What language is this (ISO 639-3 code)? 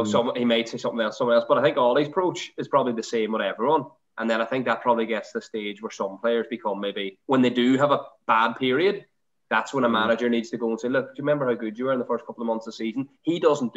eng